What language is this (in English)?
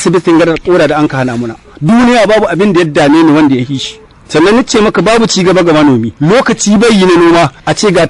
Hausa